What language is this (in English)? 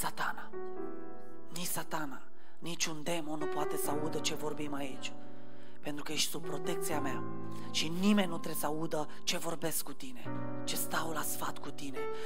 Romanian